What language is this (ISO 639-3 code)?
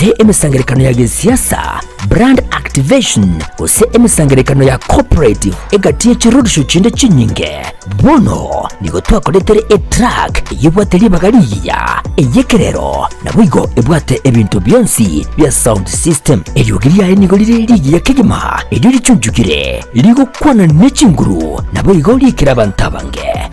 guz